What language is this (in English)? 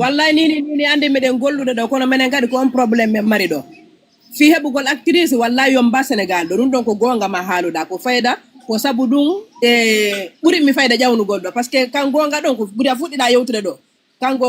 Fula